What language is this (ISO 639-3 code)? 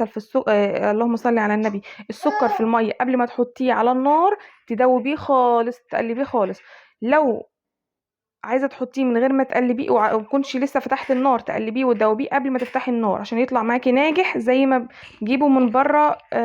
arz